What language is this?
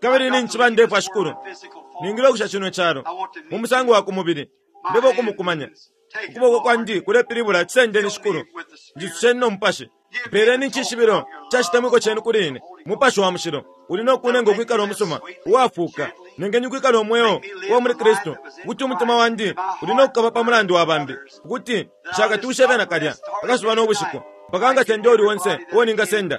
Bemba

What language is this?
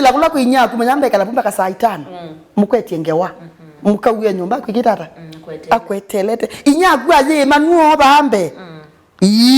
Kamba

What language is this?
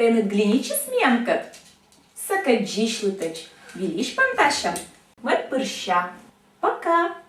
Komi-Permyak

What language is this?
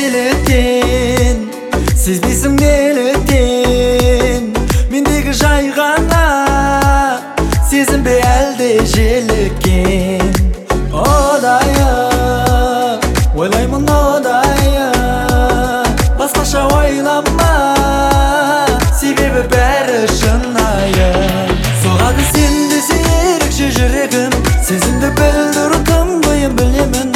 Kazakh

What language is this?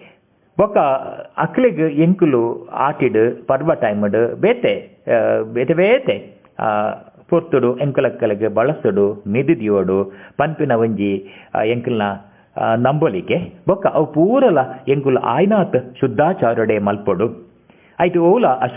Tulu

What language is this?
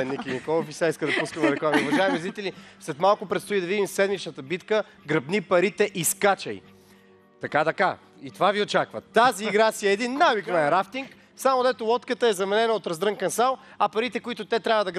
Bulgarian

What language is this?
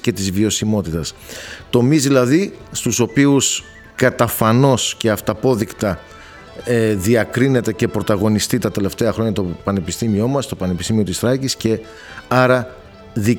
Greek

